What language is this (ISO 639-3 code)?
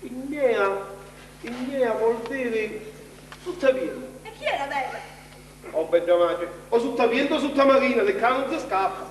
scn